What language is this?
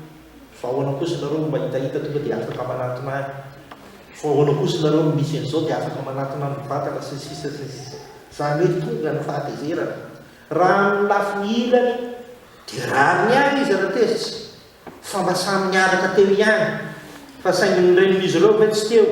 Malagasy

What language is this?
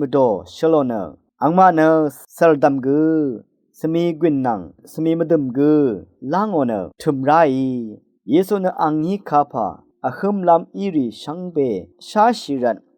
Rawang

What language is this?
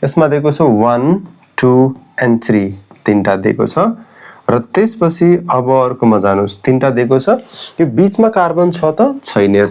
Nepali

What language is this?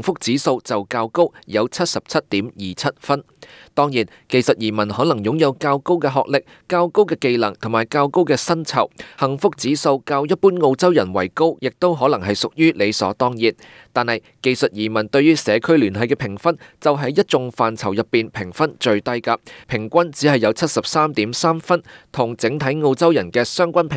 Cantonese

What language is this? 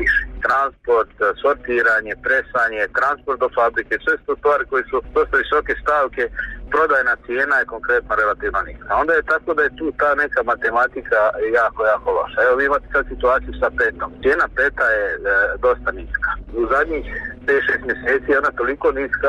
Bosnian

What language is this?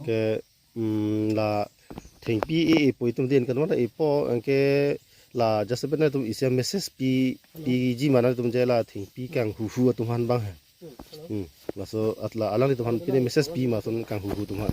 Karbi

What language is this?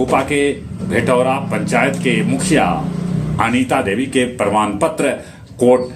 Magahi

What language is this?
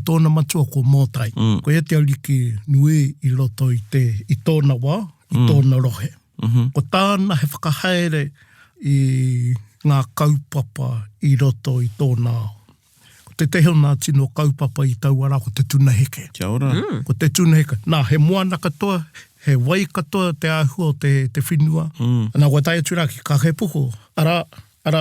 Māori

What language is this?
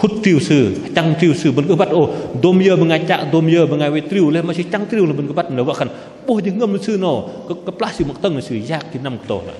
Bahnar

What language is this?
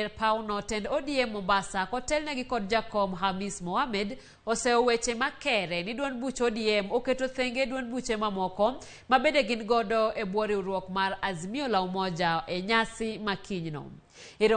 Luo (Kenya and Tanzania)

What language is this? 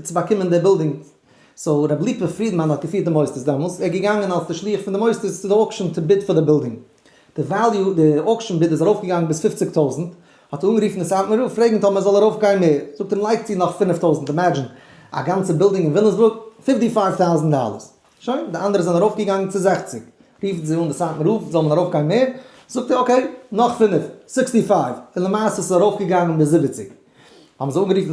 Yiddish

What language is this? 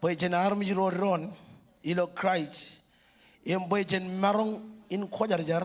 Marshallese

